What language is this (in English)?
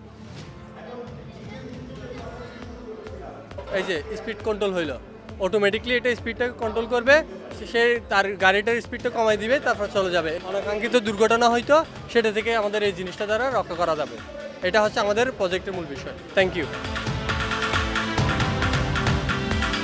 Bangla